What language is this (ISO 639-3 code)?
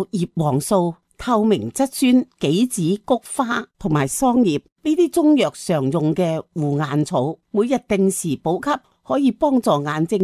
yue